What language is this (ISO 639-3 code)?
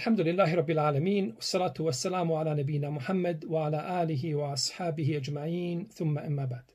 bos